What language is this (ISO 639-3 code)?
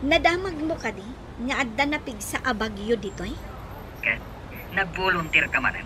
ilo